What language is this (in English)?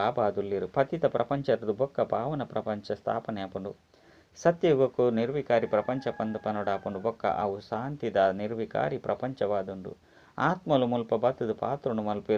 Tulu